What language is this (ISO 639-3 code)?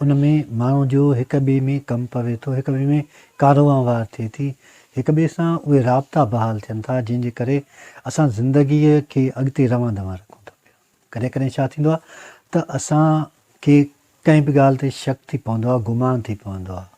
snd